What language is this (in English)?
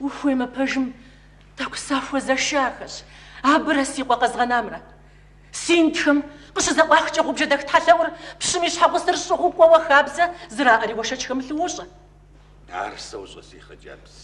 Kabardian